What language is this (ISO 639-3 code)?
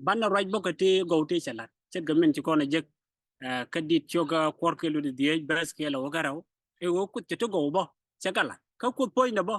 nus